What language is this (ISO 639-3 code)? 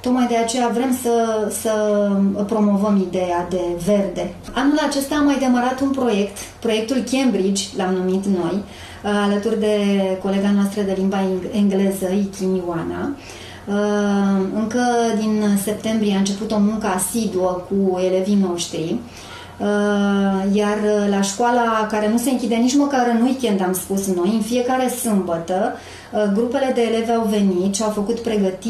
ron